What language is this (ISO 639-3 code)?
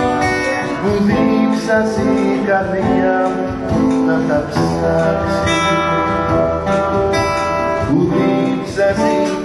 ell